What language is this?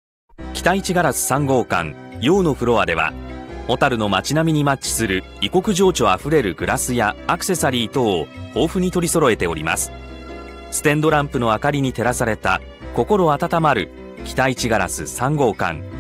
Japanese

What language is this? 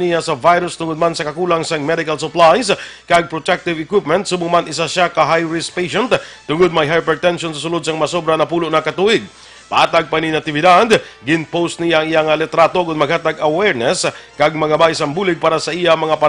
Hiligaynon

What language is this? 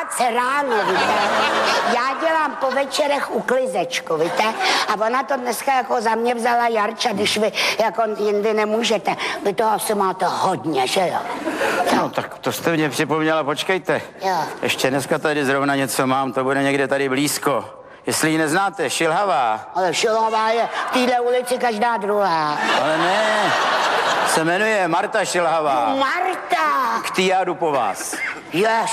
Czech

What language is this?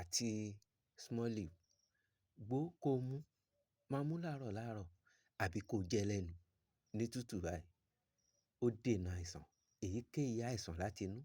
Yoruba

